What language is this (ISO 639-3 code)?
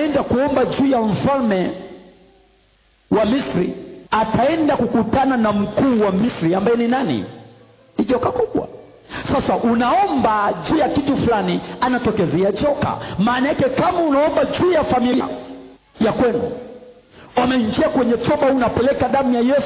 swa